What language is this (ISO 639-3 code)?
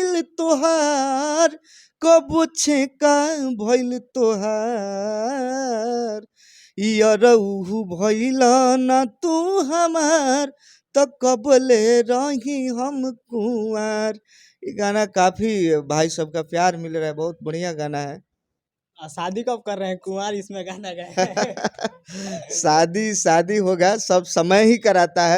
bho